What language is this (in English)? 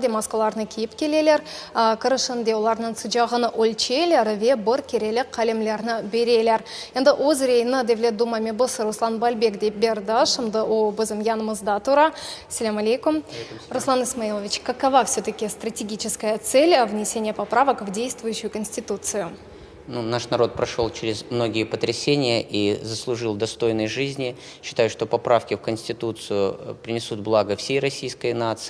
Crimean Tatar